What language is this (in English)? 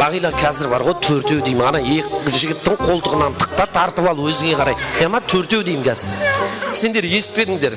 Kara-Kalpak